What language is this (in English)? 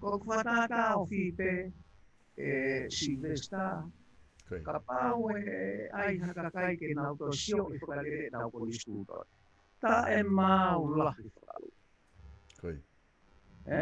Tongan